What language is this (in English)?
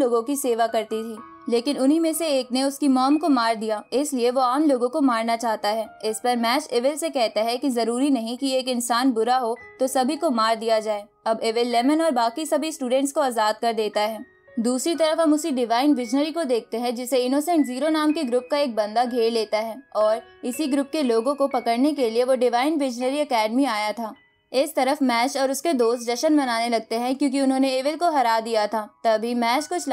Hindi